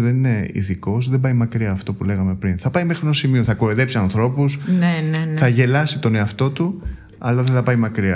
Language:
Greek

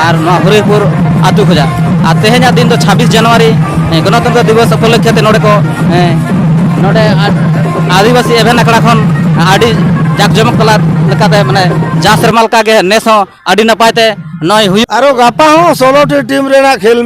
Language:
Santali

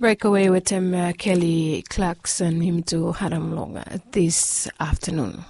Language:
Bislama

